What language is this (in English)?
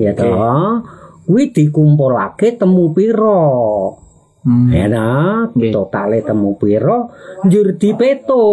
Javanese